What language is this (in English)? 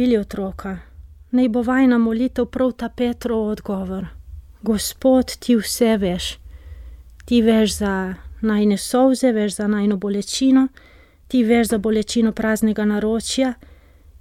Slovenian